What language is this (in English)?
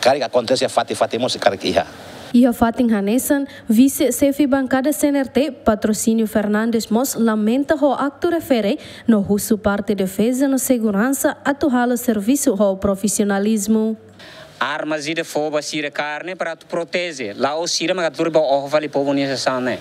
Tetum